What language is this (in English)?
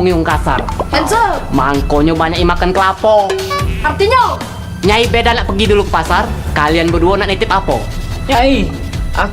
Musi